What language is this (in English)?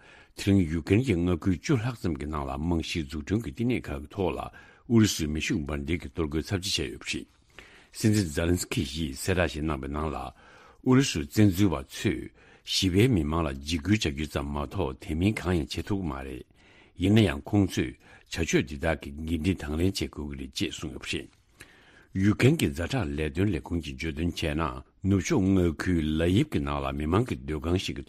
Tibetan